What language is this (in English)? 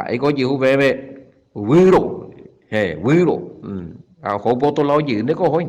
Guarani